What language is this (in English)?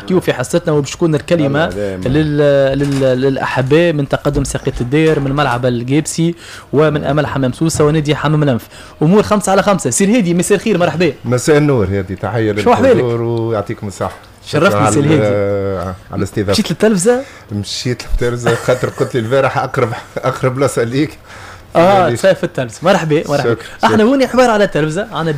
Tunisian Arabic